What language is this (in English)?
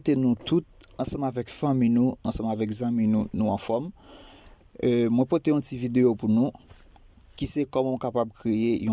Haitian Creole